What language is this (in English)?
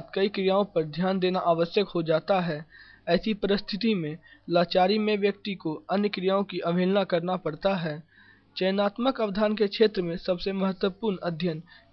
Hindi